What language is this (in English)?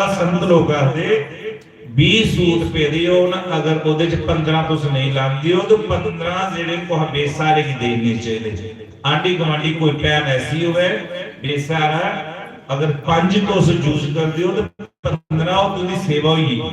Dogri